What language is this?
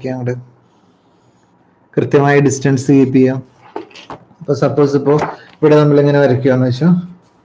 Malayalam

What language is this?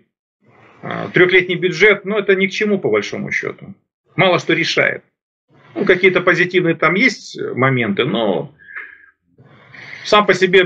Russian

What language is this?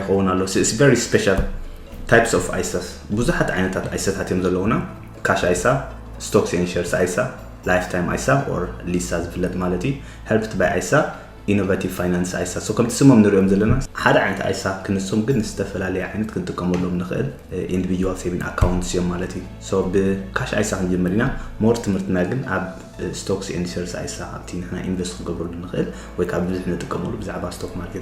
Tigrinya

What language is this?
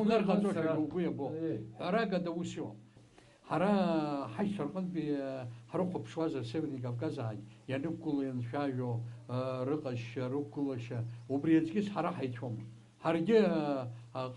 Abkhazian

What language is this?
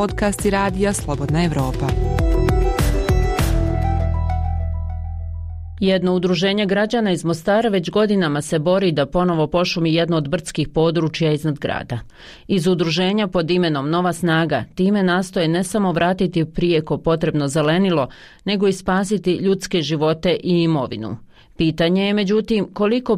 Bosnian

